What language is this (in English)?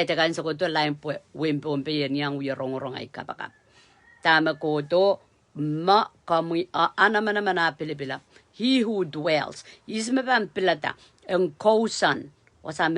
Pohnpeian